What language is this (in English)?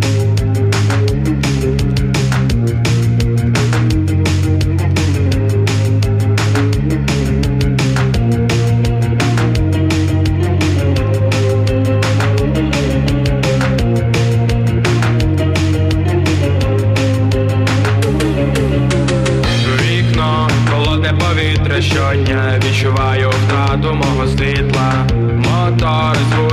Ukrainian